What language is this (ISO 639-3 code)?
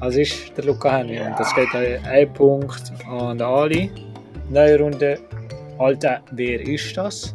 gsw